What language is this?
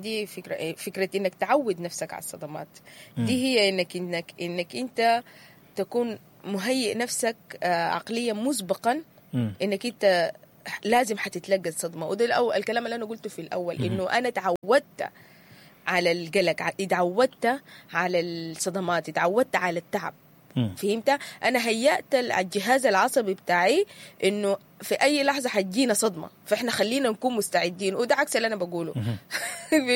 Sudanese Arabic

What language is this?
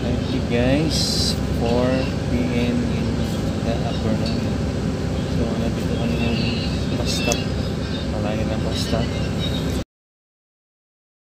Filipino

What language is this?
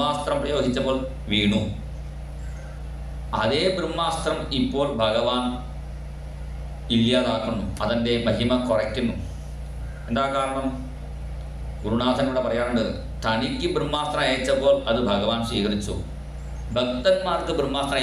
Malayalam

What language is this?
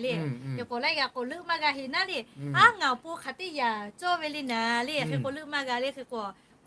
Lahu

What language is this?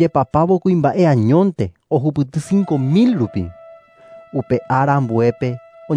Guarani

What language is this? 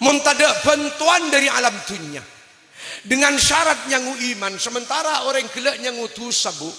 Madurese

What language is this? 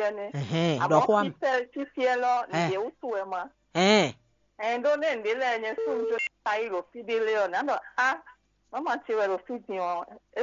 Fon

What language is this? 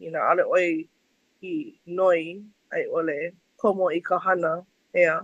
Hawaiian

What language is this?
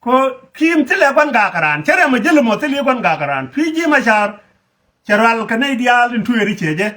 Nuer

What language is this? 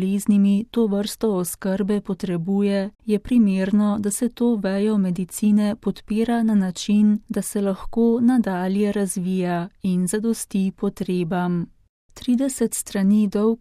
Slovenian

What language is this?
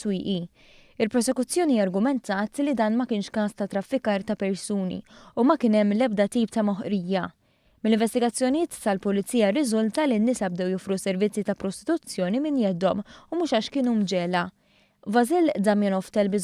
Maltese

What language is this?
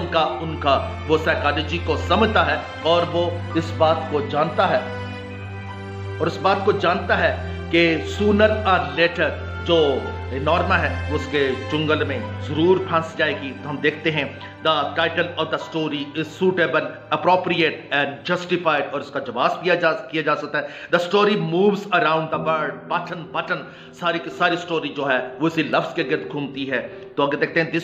Urdu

